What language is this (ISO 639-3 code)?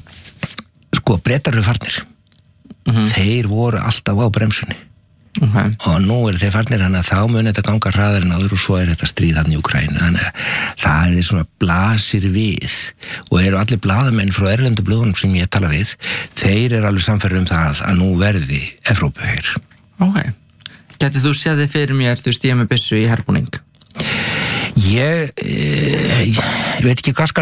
isl